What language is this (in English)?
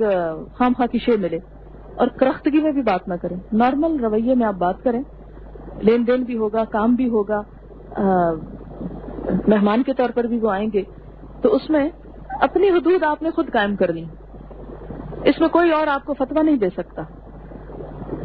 Urdu